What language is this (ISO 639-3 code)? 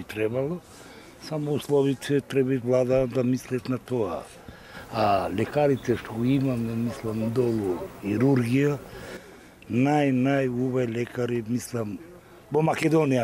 mkd